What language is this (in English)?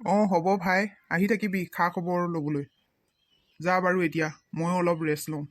Assamese